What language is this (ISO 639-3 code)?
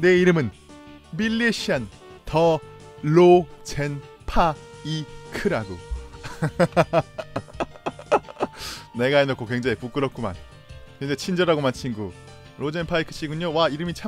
kor